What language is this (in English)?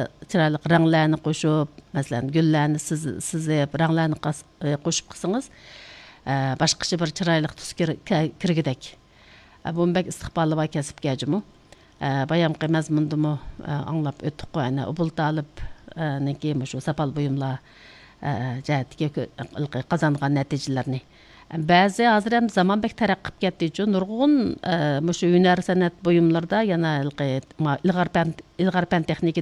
Uyghur